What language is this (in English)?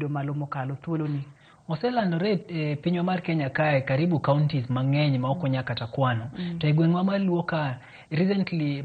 Luo (Kenya and Tanzania)